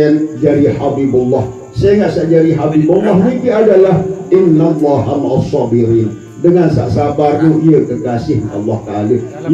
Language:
Sasak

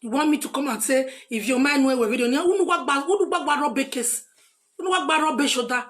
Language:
Nigerian Pidgin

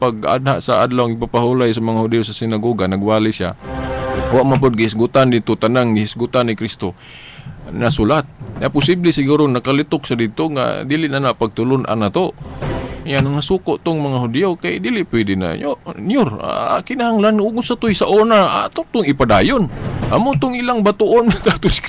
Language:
Cebuano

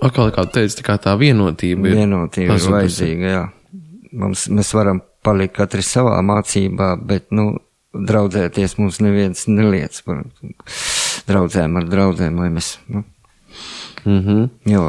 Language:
Latvian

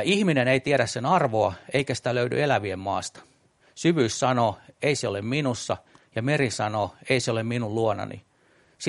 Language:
Finnish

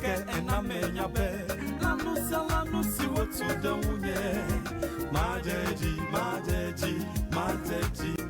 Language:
Ewe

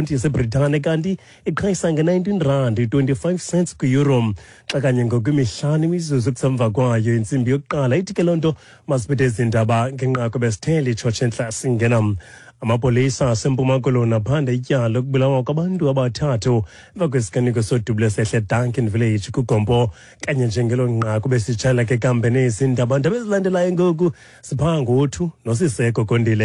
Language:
Xhosa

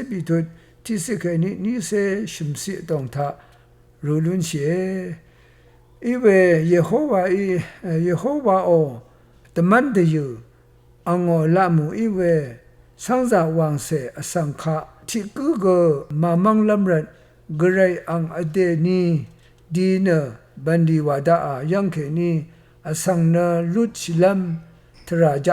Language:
Rawang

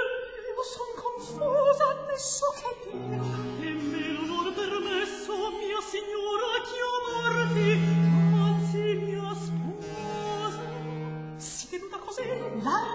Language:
Italian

